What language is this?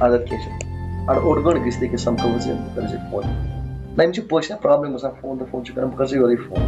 Kashmiri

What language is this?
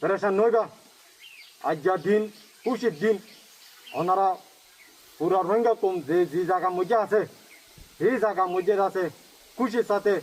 Rohingya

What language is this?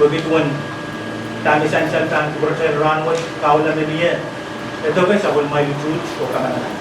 Pohnpeian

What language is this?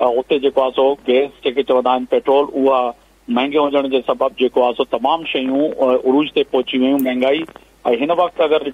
Sindhi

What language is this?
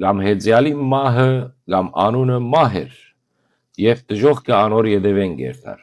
Western Armenian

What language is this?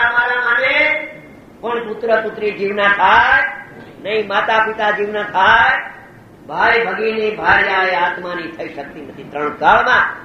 Gujarati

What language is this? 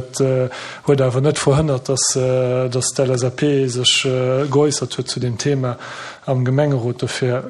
Luxembourgish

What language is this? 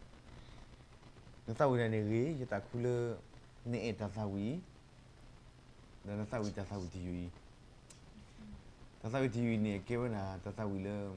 S'gaw Karen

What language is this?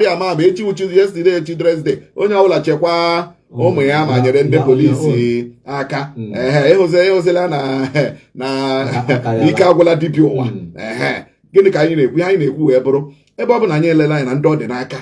Igbo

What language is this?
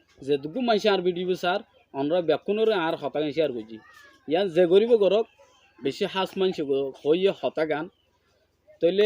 Rohingya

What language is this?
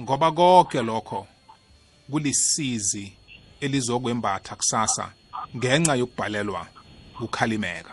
South Ndebele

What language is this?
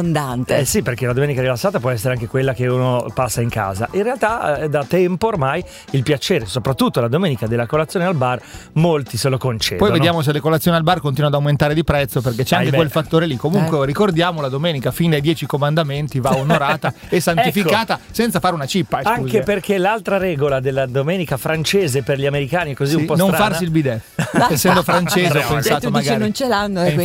Italian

